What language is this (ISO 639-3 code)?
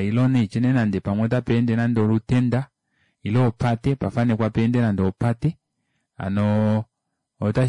kua